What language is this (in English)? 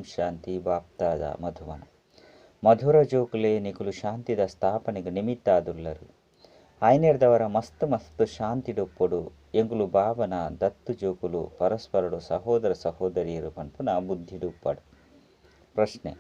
Tulu